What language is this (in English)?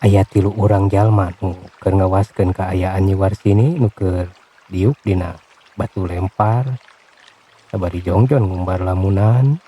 Sundanese